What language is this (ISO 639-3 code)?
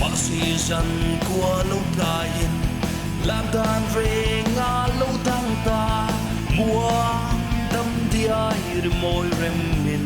lus